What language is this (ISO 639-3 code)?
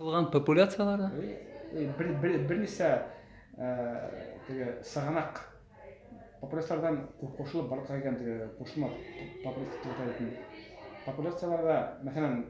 bak